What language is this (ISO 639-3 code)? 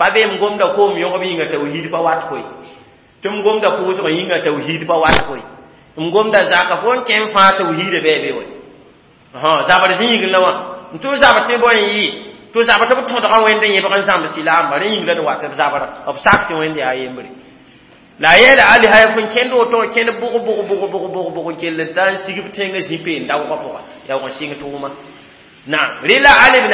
mos